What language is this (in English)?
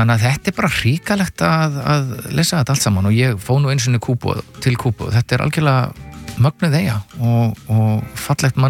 Icelandic